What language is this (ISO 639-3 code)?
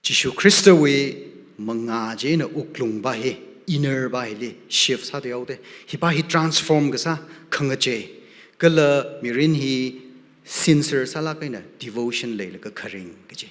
nmf